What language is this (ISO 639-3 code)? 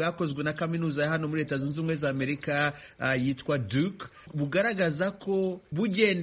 kin